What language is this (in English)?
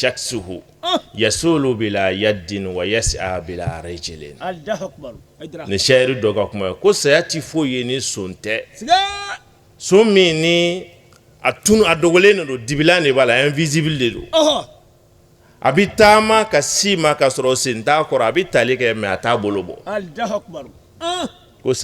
Bambara